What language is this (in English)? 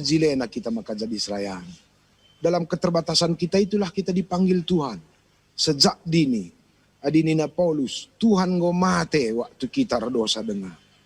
Batak Karo